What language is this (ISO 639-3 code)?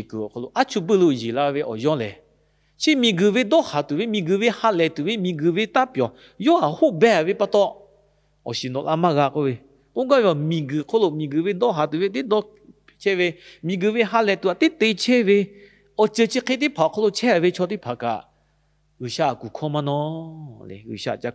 lhu